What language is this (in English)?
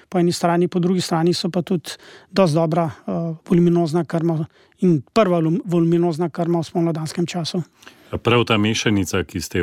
Slovenian